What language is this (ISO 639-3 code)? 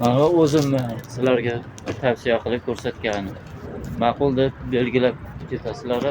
uzb